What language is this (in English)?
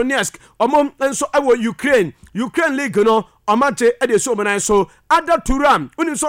Akan